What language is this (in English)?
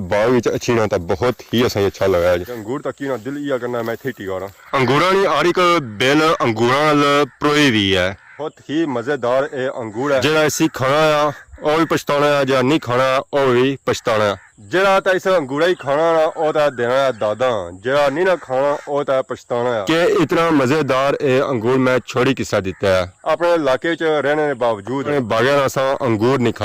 Pahari-Potwari